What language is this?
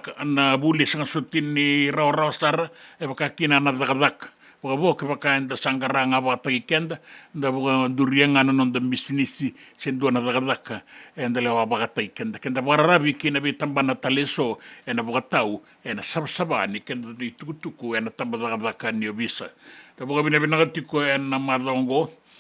Fijian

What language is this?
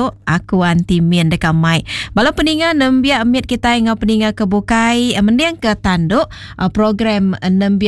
Iban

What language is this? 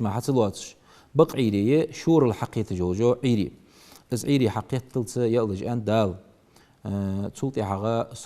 Ingush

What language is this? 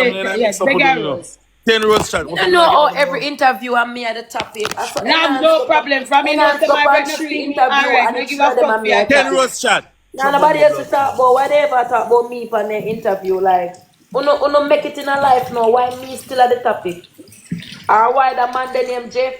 Jamaican Creole English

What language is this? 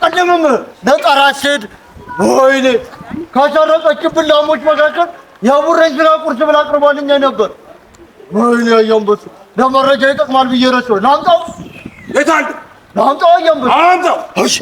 Amharic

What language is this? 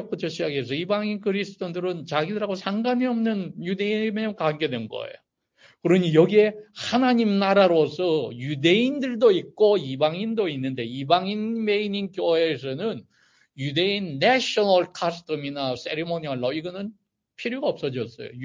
Korean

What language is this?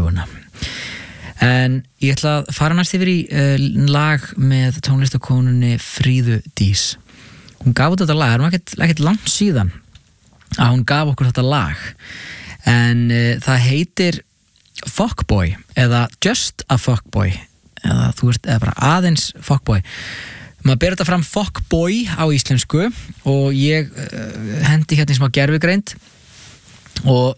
Icelandic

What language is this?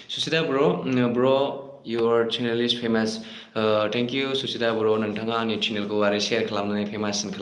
Bodo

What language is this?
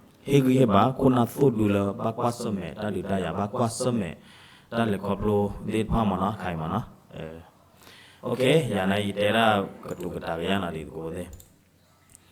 S'gaw Karen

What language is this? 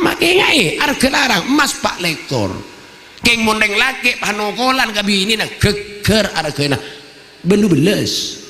Madurese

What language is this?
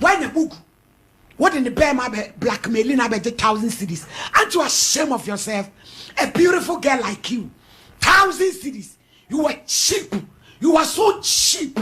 Akan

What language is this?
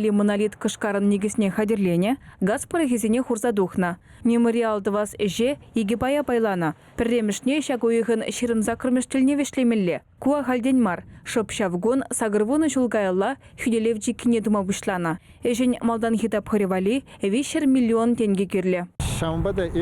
Chuvash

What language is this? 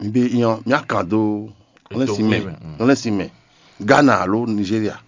Fon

